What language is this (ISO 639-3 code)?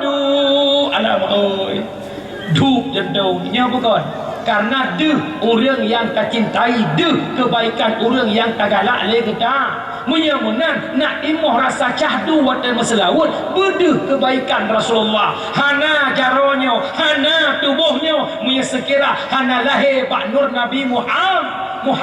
ace